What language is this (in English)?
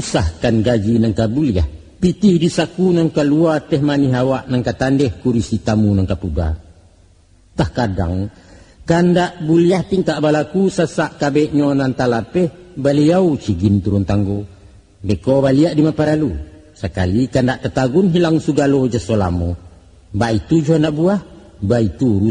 Minangkabau